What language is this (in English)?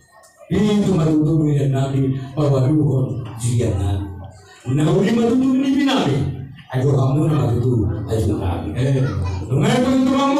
Batak Toba